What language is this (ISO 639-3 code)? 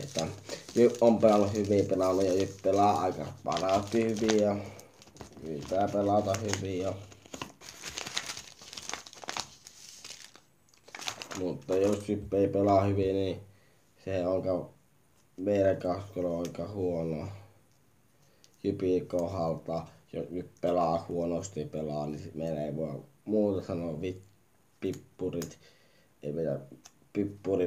fin